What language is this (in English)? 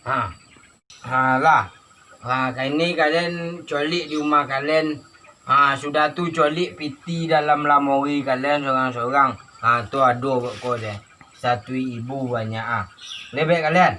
Minangkabau